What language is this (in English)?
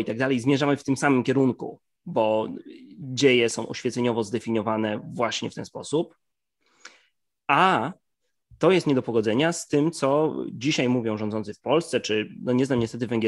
Polish